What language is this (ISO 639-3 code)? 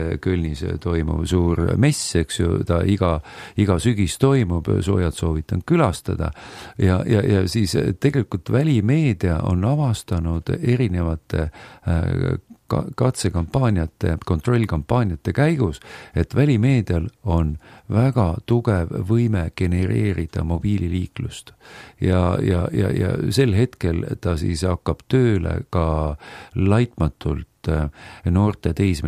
est